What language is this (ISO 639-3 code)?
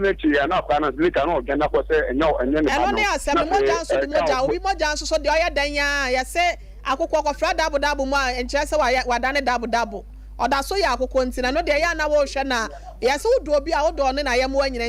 aka